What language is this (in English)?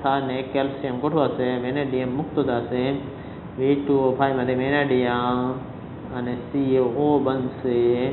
Gujarati